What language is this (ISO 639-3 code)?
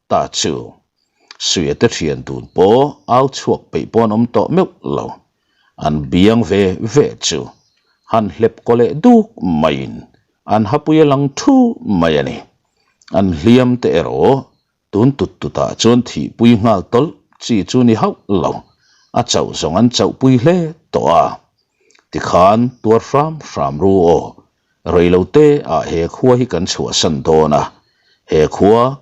lus